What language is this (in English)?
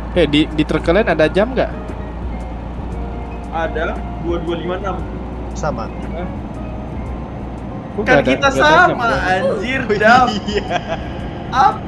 Indonesian